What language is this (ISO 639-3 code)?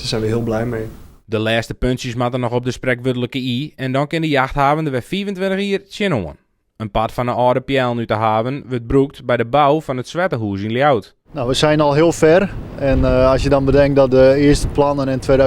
fry